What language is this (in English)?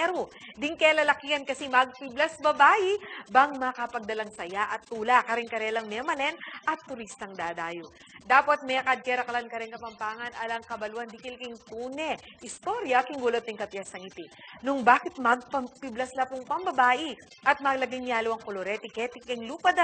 Pampanga